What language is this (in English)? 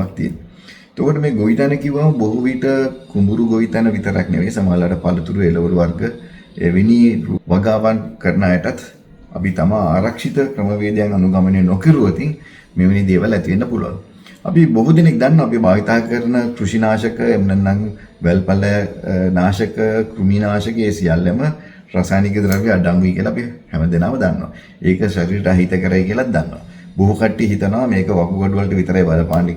Sinhala